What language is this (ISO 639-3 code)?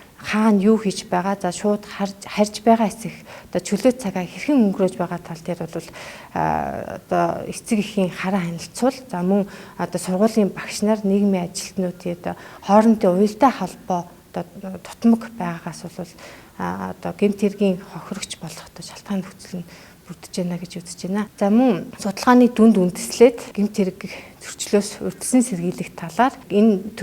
mon